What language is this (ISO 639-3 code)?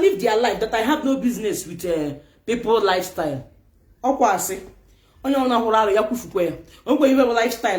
ibo